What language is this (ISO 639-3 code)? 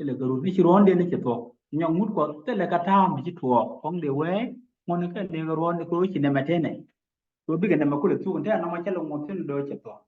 nus